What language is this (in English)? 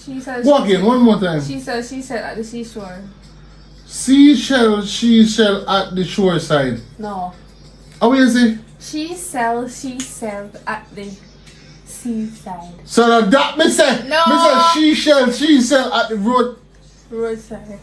Jamaican Creole English